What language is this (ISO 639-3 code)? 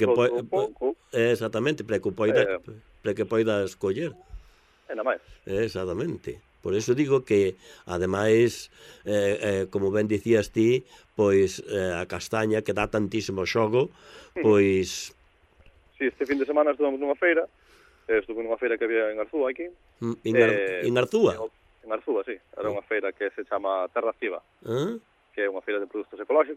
glg